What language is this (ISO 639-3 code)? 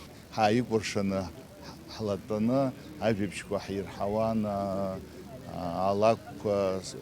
abk